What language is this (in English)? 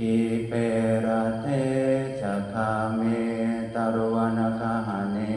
Pali